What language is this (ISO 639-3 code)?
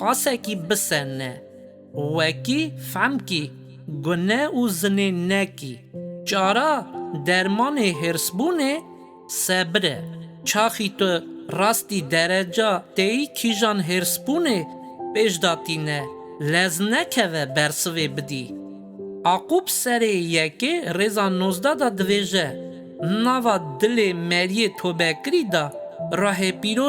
kur